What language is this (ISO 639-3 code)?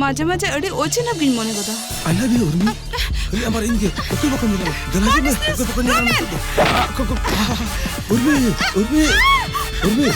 sat